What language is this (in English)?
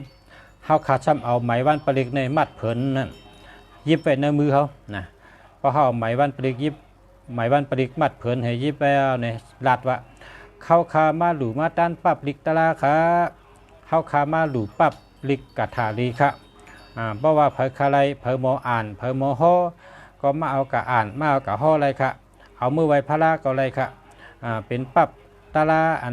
Shan